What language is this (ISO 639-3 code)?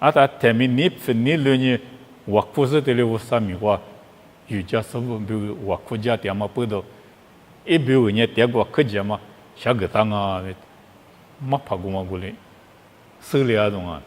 lis